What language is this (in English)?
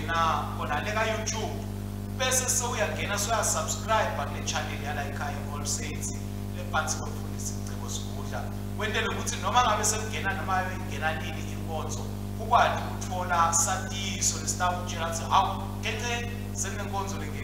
Swati